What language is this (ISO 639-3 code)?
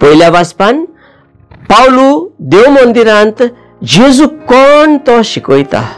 kok